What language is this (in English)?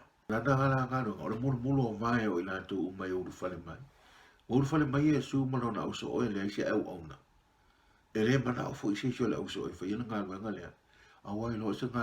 Samoan